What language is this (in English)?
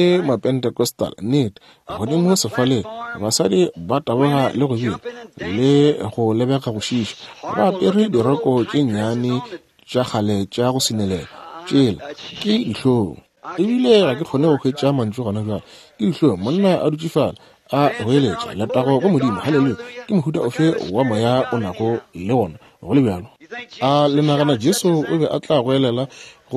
Northern Sotho